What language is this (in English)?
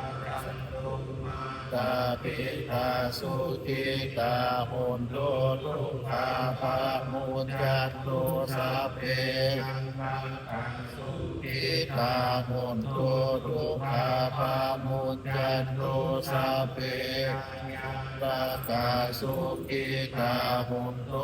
Pali